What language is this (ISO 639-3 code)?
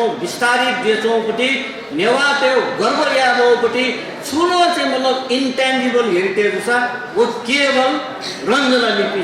new